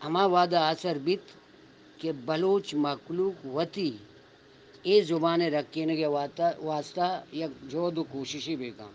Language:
Eastern Balochi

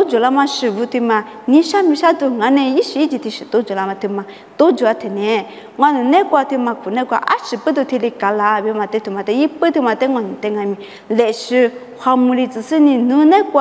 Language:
Lisu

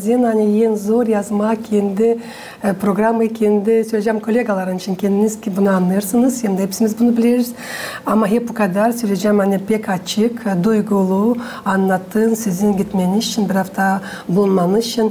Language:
Gagauz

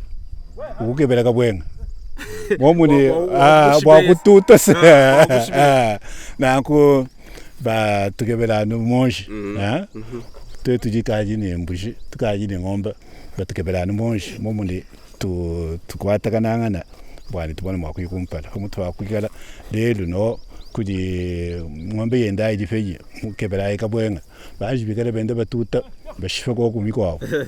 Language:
Luba-Lulua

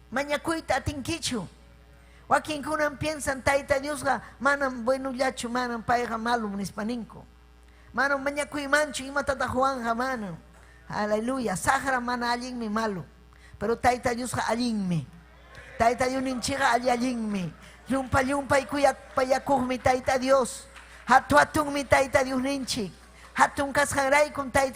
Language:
Ayacucho Quechua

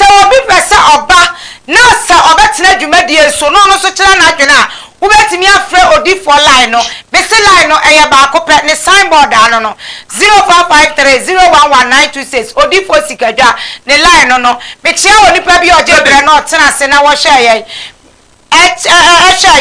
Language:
Akan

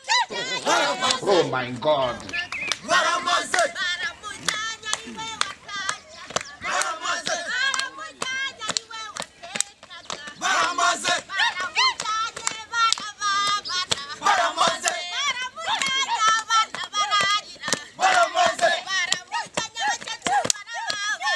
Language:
Kinyarwanda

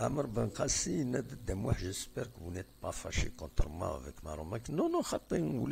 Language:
Kabyle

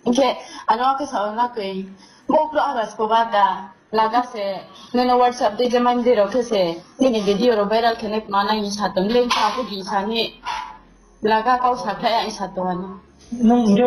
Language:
Riang (India)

